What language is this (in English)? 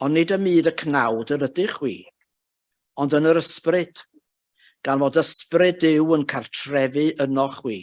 Welsh